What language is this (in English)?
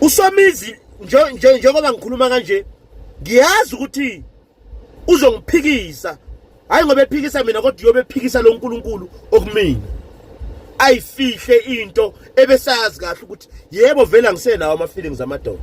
Zulu